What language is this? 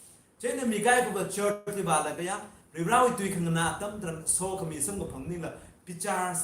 Tangkhul Naga (India)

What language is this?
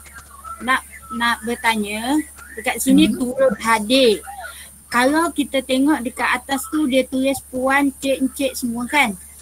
Malay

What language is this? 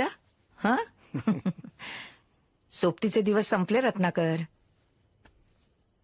Marathi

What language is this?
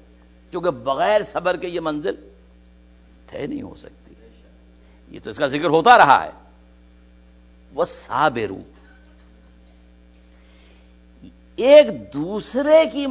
Urdu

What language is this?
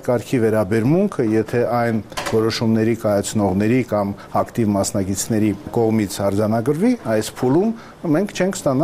Armenian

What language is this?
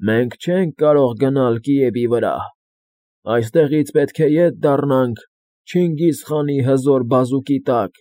Armenian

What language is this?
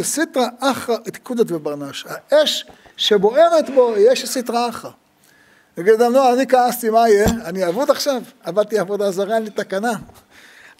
Hebrew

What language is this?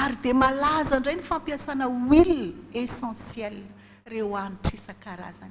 Malagasy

